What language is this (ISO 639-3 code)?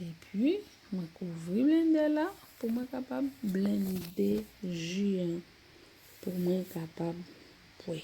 hat